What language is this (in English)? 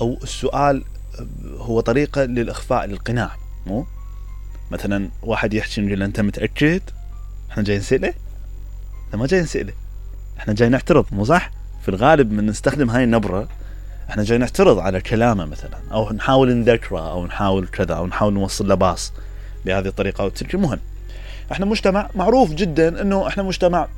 Mesopotamian Arabic